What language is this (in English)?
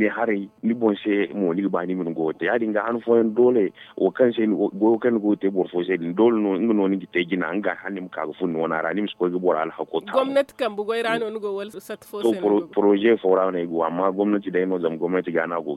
Zarma